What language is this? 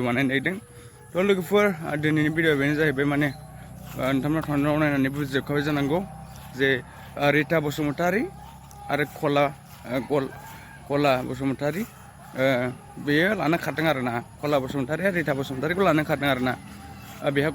Bodo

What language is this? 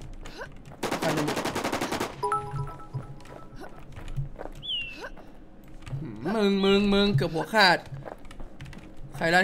Thai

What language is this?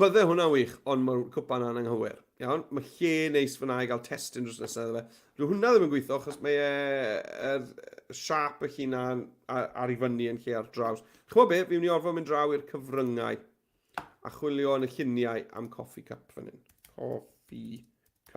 Welsh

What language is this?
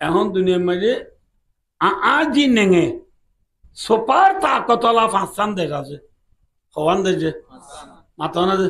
Rohingya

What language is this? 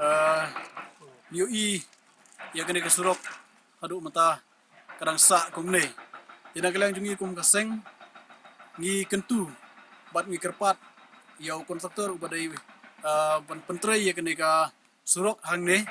Khasi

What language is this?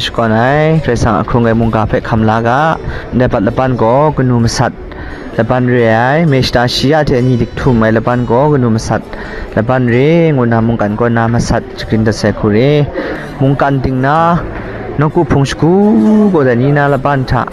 Kachin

